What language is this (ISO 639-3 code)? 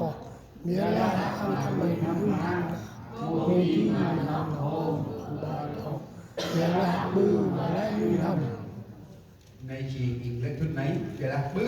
cmo